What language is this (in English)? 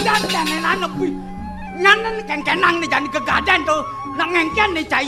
Balinese